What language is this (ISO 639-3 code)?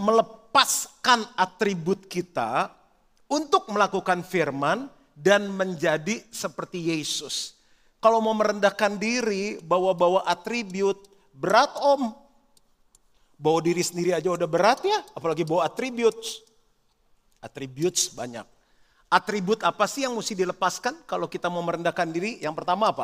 ind